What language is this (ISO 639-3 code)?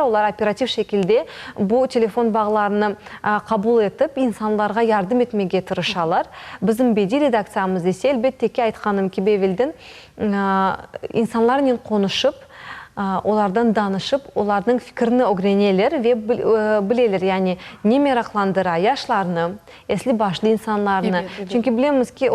crh